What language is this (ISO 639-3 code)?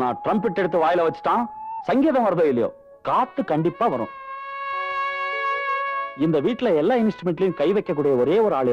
tam